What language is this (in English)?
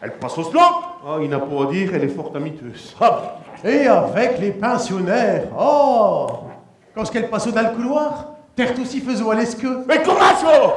Picard